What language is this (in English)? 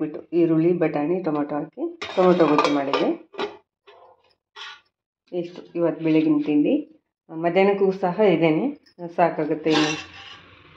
Kannada